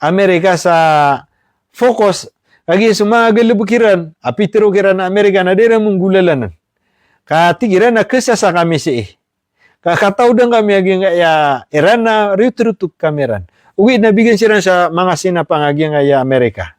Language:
Maranao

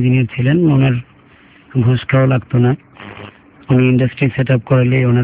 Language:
Bangla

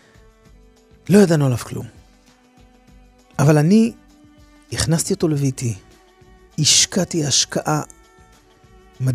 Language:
Hebrew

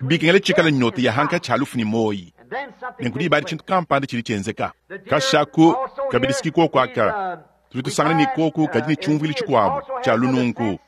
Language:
Luba-Lulua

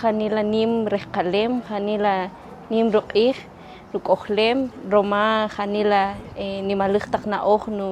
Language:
Kaqchikel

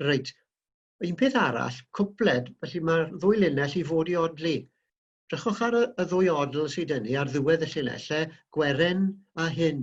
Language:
Welsh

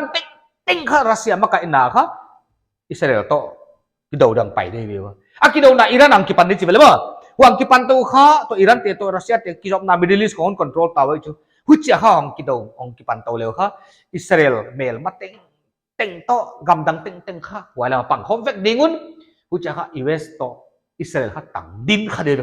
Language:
Paite Chin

